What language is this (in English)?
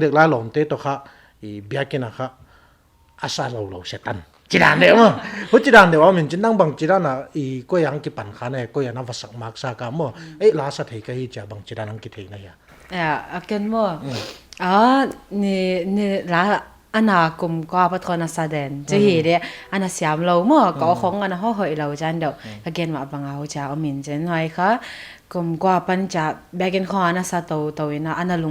Paite Chin